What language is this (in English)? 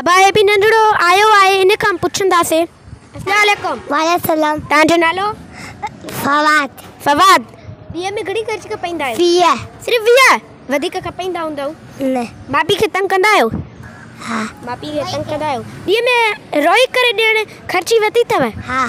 Sindhi